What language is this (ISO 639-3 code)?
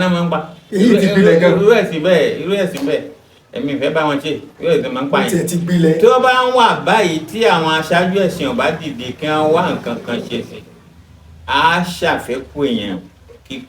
yor